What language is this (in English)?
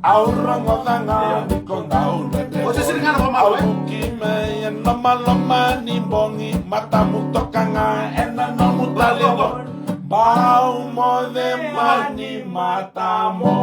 Fijian